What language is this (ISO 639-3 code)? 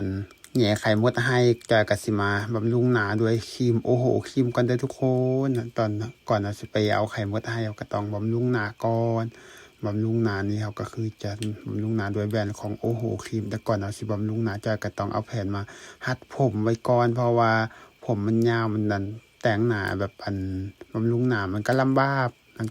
lao